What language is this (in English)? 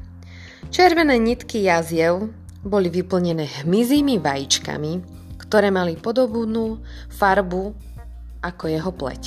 Slovak